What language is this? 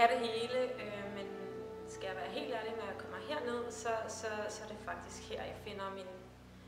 Danish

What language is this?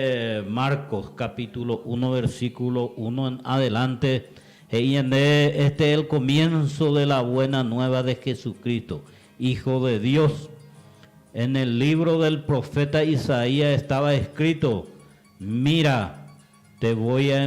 Guarani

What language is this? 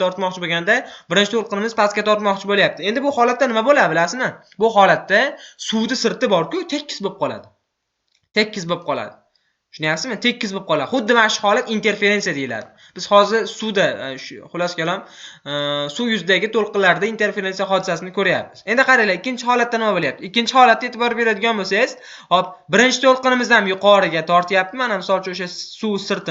Uzbek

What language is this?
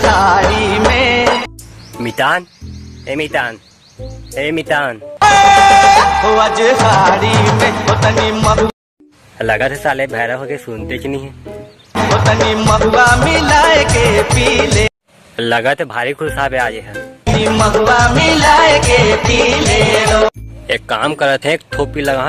Chhattisgarhi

